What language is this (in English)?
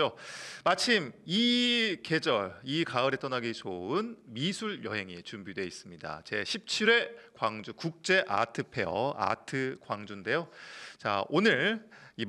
Korean